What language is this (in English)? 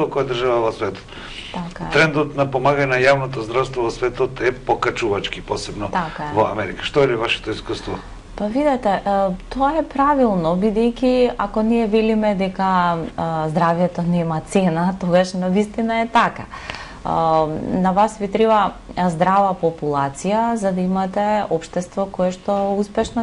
Macedonian